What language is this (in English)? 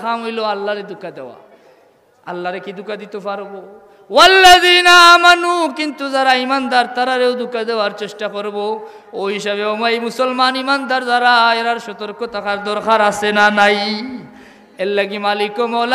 Sylheti